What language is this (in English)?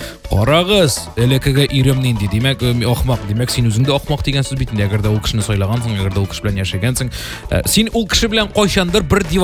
Tatar